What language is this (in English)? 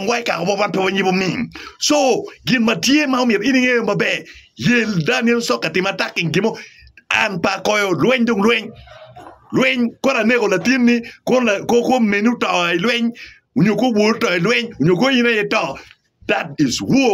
Acoli